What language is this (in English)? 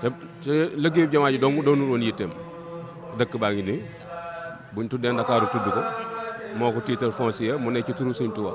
Wolof